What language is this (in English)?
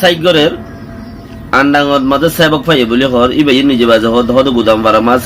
Rohingya